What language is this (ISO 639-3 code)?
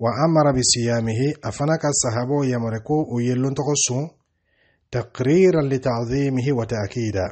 dyu